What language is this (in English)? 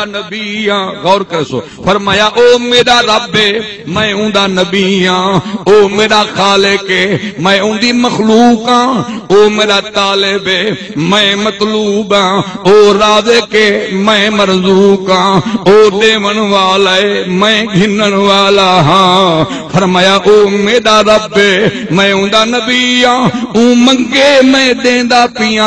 Saraiki